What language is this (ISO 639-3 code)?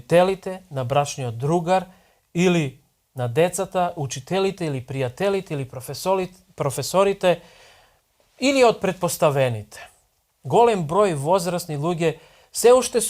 mkd